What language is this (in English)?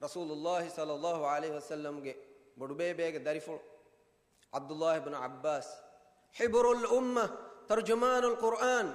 Divehi